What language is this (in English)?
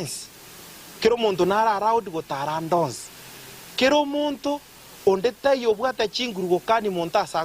Gusii